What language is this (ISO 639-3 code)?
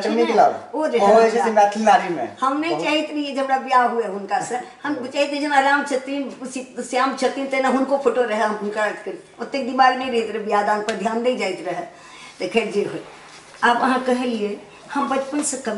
mai